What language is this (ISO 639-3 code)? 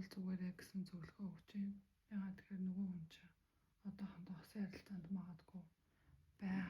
mon